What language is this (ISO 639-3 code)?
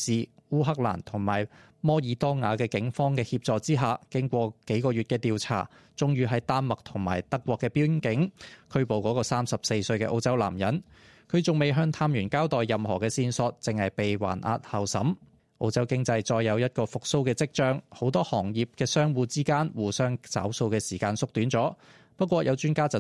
yue